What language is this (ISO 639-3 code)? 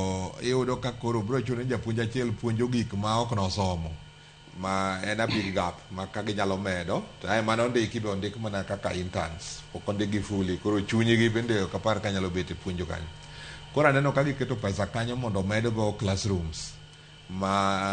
luo